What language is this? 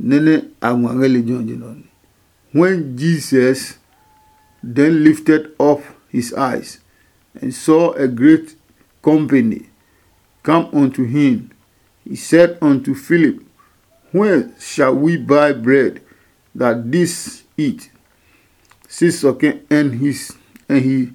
Adangme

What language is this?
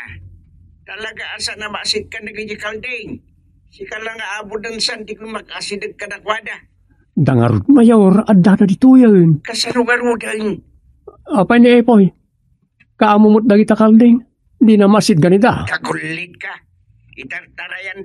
Iloko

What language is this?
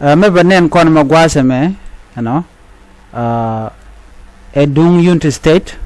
Nuer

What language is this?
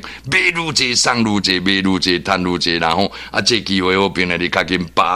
Min Nan Chinese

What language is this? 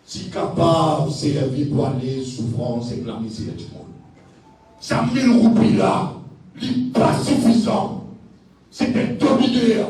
Morisyen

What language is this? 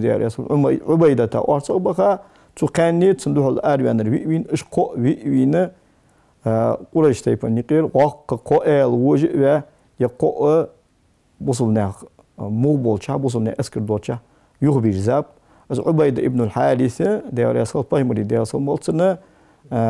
Ingush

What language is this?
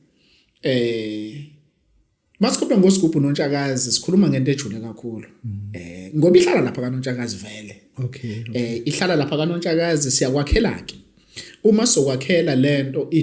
Zulu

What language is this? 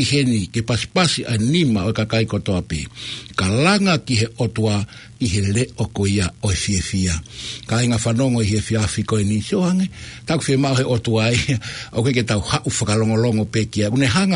Tongan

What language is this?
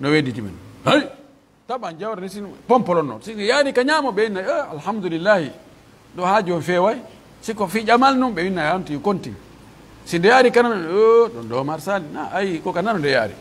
Pular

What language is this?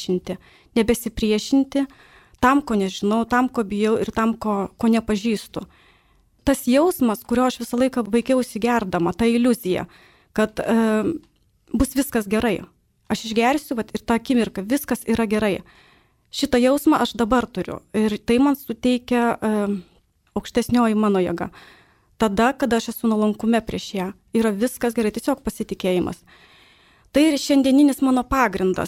Lithuanian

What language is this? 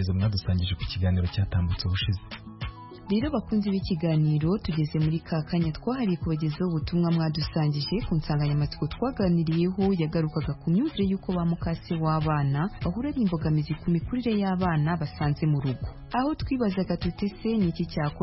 Kinyarwanda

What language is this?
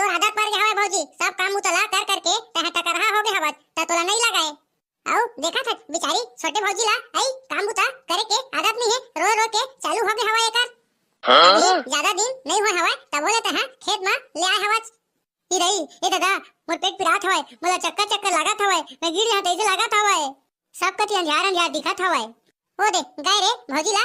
Chhattisgarhi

